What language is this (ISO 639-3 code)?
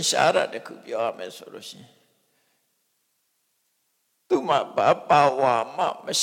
mya